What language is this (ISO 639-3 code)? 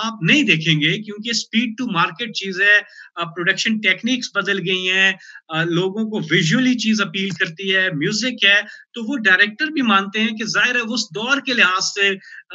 hin